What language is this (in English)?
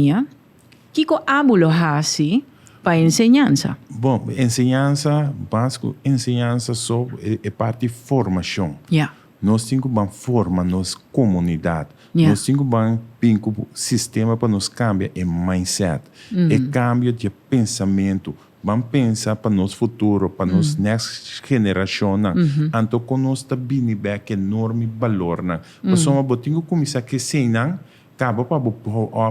Papiamento